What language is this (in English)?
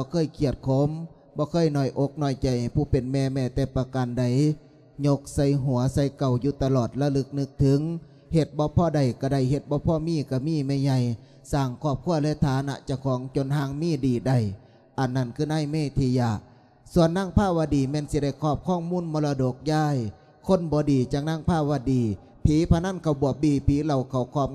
Lao